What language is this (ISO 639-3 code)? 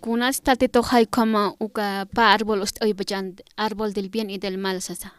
aym